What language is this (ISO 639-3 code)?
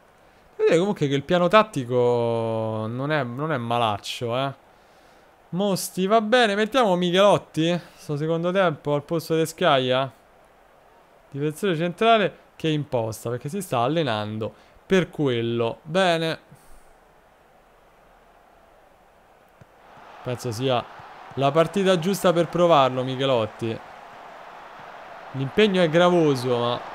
ita